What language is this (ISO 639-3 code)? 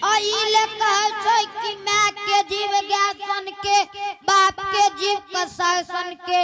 anp